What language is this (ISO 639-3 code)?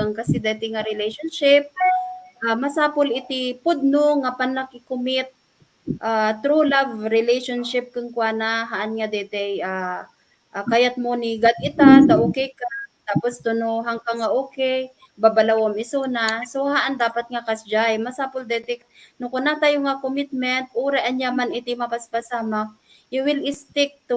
ilo